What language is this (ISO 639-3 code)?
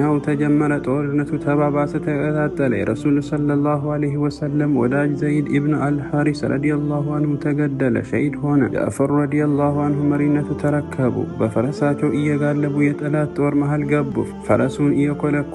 amh